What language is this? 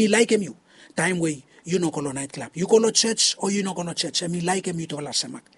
Bislama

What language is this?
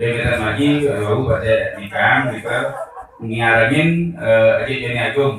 Balinese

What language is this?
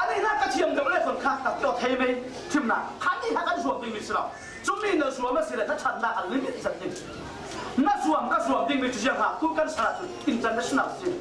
Falam Chin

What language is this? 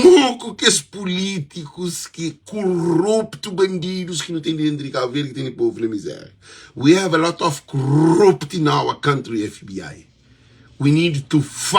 Kabuverdianu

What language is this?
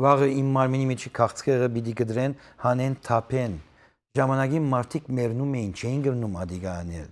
Western Armenian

